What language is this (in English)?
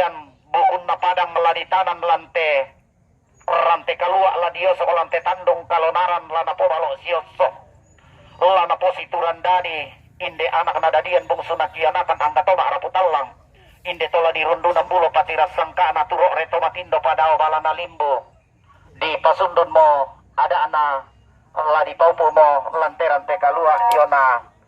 Toraja-Sa'dan